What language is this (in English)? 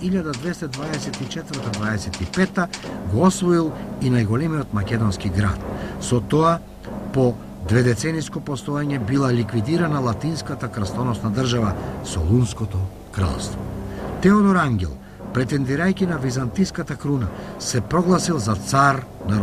Macedonian